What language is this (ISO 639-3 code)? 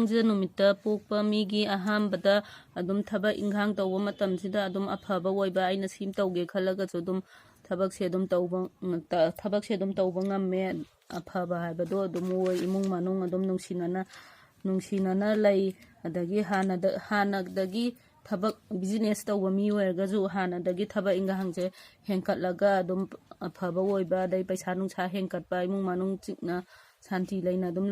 mni